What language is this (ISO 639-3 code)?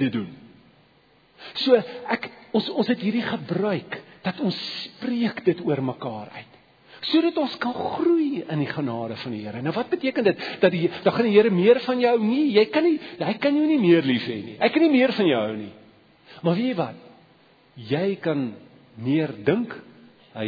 afr